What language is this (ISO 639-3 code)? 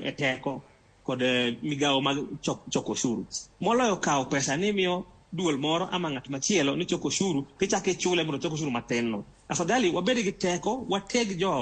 luo